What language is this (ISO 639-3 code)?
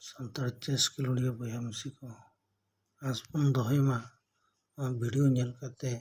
sat